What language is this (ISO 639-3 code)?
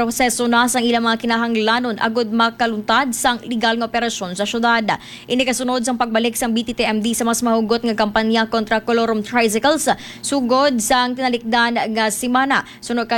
hil